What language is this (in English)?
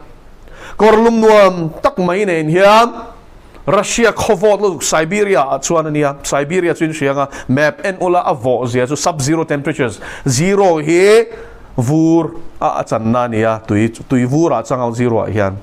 Mizo